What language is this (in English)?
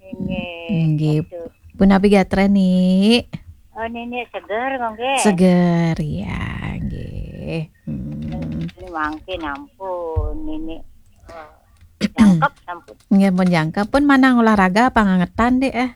Balinese